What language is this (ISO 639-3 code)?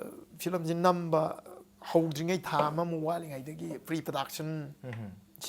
mni